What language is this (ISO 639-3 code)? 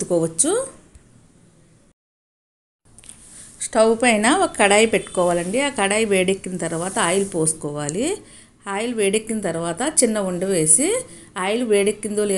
tel